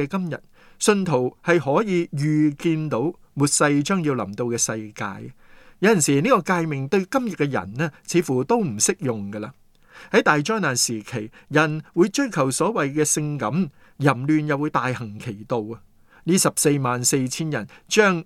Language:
Cantonese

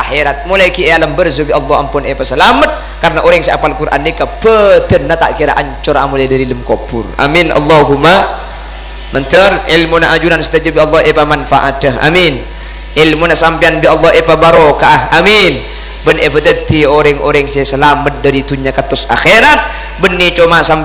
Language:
Madurese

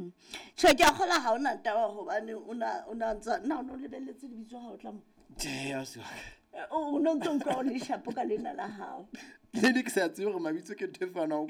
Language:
Southern Sotho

